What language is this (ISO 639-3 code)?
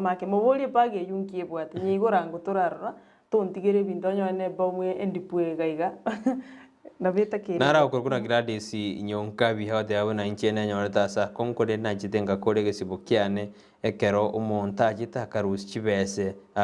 guz